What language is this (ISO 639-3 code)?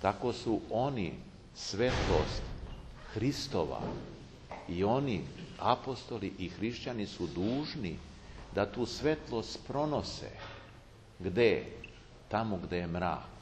srp